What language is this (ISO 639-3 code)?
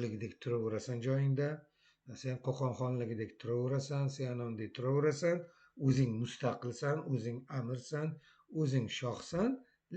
uzb